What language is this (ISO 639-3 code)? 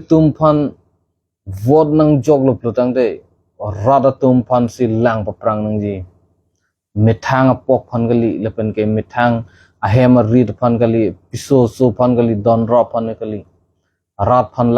mjw